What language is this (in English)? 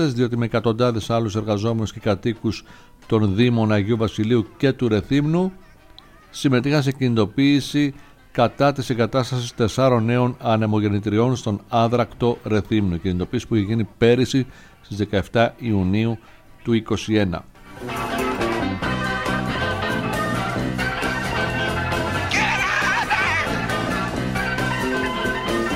Greek